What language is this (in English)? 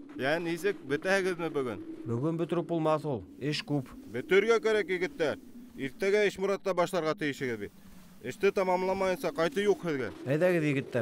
Bashkir